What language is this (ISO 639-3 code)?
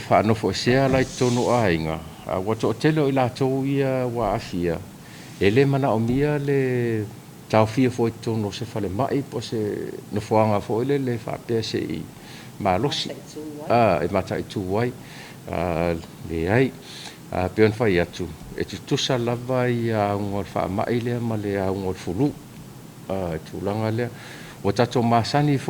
smo